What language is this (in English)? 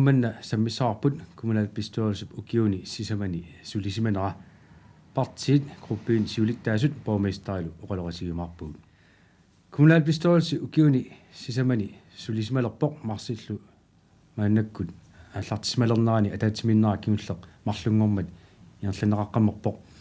Kalaallisut